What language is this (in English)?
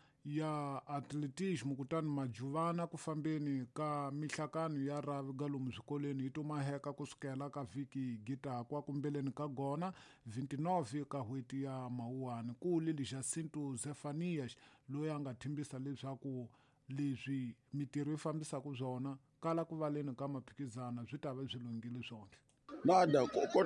Tsonga